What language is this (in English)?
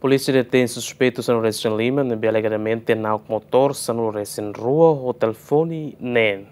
Tetum